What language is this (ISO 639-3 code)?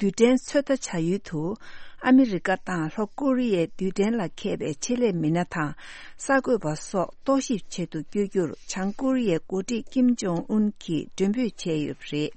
bod